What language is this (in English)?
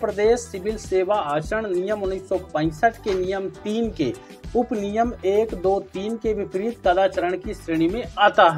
Hindi